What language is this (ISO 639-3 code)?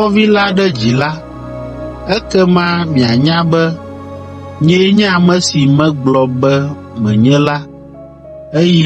ewe